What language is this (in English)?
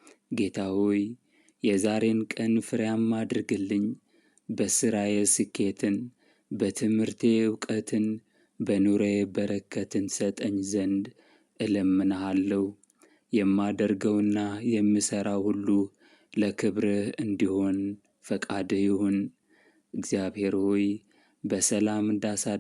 Amharic